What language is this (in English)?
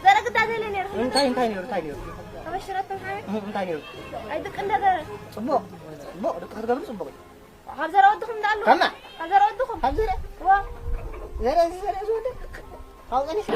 Tigrinya